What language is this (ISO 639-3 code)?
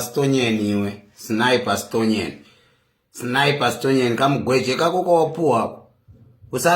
sna